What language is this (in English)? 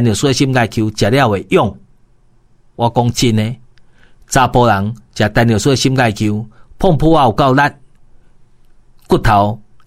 Min Nan Chinese